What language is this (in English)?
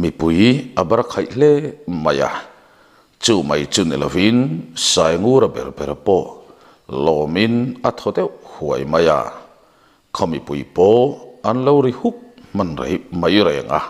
Mizo